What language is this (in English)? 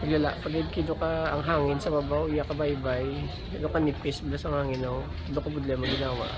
Hiligaynon